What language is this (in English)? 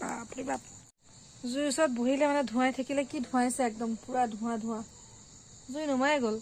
Assamese